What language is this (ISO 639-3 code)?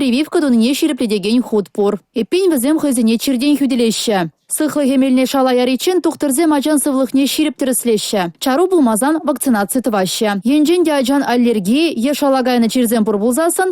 chv